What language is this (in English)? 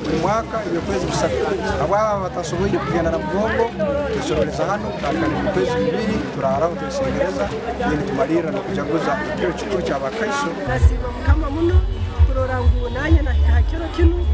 Nyankole